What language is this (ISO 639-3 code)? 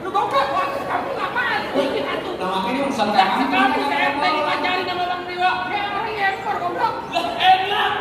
bew